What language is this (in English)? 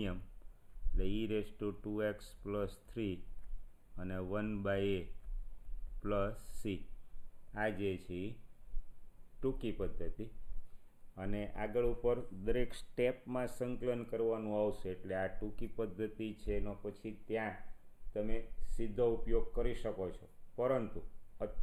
Gujarati